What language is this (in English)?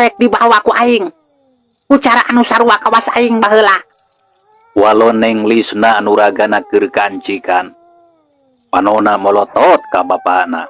Sundanese